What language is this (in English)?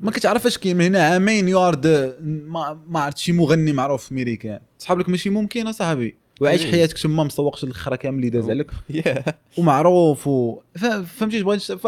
Moroccan Arabic